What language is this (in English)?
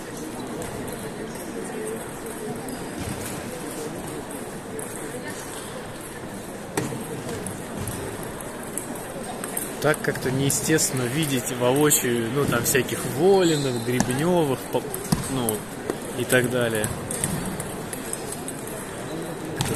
Russian